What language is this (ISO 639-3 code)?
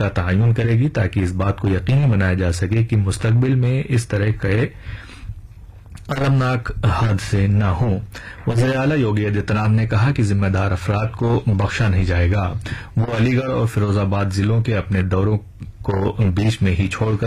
urd